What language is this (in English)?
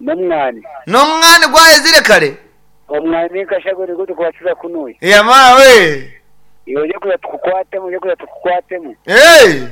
Nyankole